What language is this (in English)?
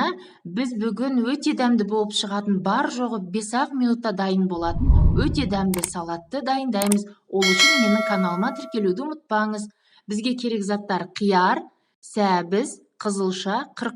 Kazakh